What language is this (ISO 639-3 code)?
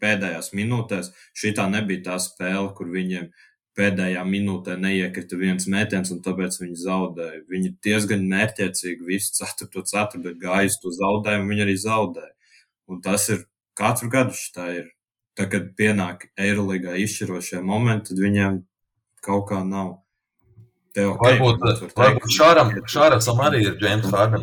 lav